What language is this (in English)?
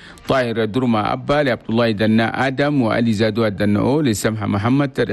Chadian Arabic